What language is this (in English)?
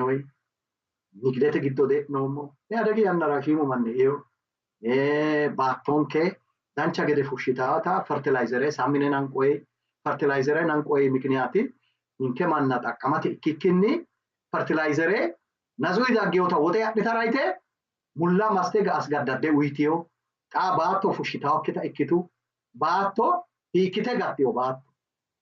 Sidamo